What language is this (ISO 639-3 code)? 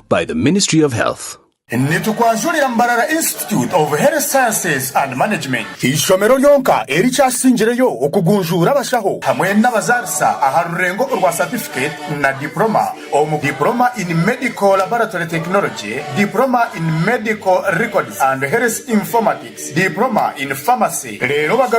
nyn